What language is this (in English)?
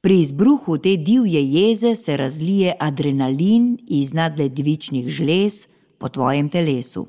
Slovenian